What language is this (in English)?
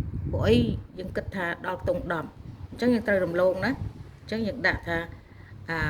Khmer